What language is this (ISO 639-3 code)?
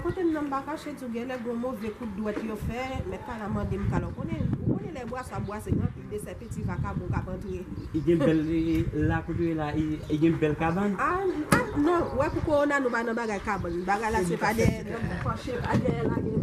hat